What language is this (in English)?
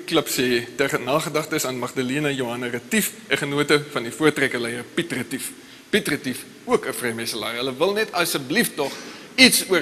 Afrikaans